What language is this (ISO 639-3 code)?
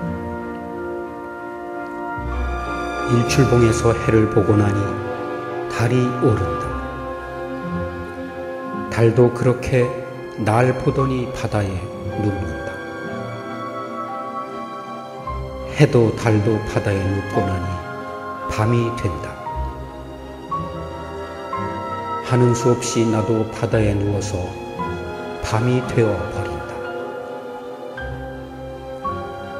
kor